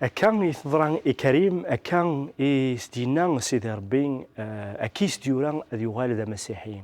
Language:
Kabyle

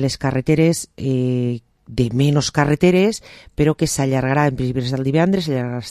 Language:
Catalan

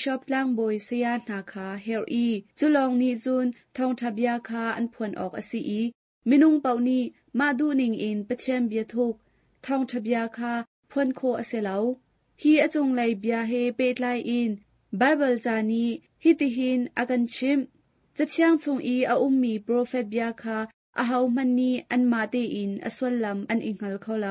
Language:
Hakha Chin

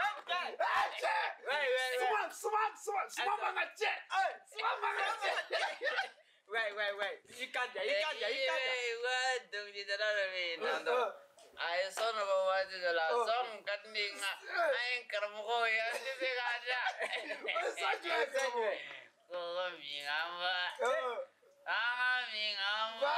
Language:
Bambara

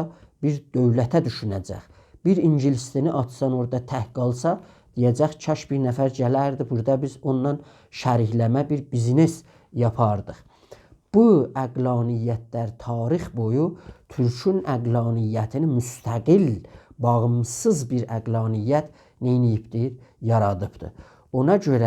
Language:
South Azerbaijani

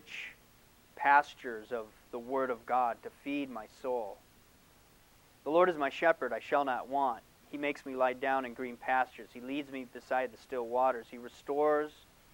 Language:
English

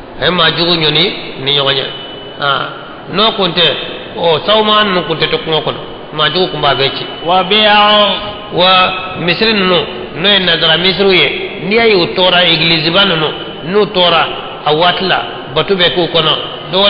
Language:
Bambara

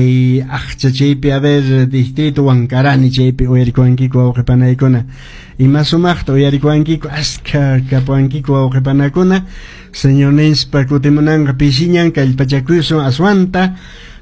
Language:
Quechua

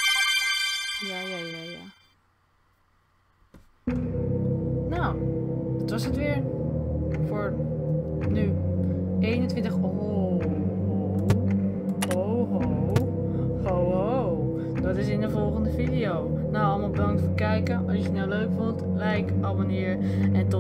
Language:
Dutch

